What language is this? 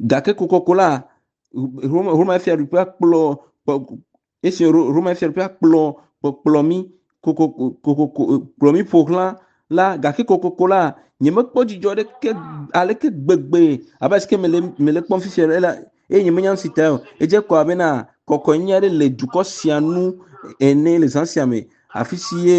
Ewe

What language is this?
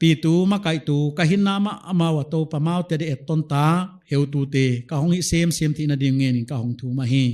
Paite Chin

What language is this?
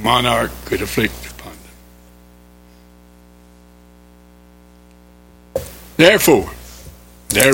English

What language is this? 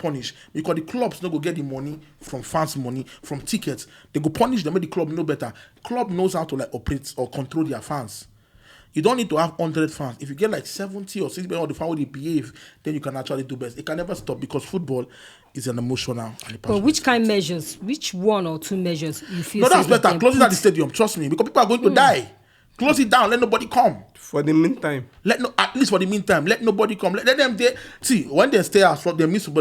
Nigerian Pidgin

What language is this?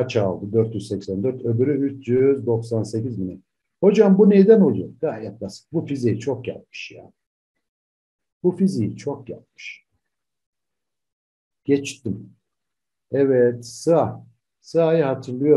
Turkish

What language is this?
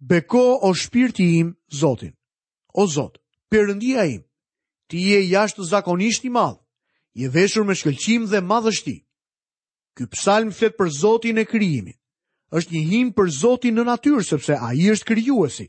Albanian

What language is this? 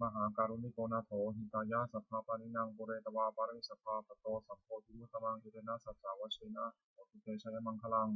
Pali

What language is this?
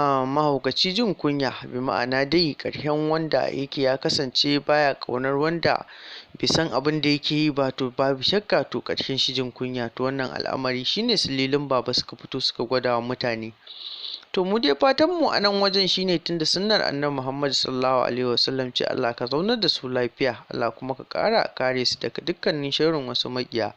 Hausa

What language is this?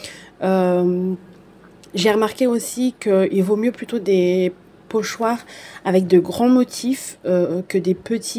French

